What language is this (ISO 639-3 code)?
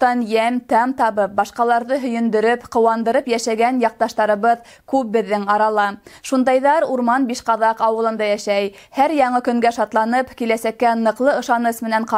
bak